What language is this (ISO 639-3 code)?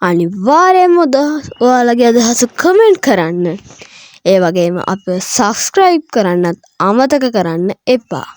sin